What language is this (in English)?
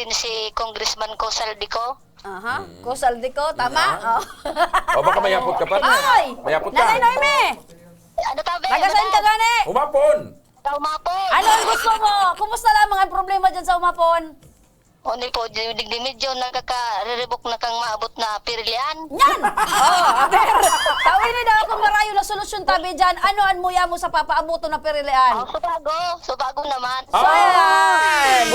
Bikol